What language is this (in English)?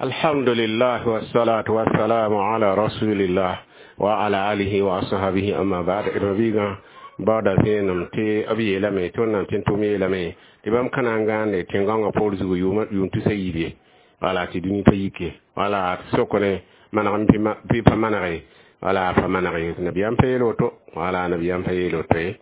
Mossi